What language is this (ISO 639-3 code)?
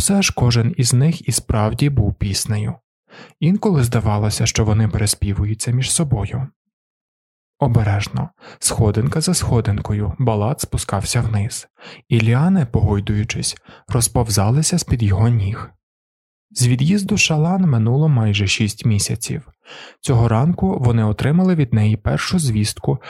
ukr